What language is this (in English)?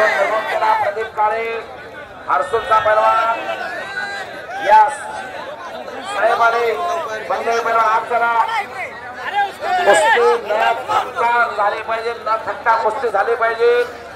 Marathi